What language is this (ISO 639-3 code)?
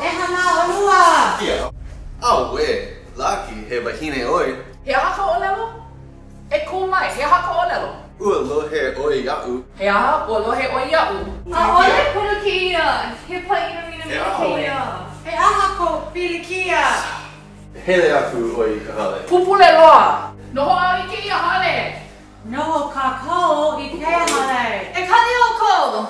haw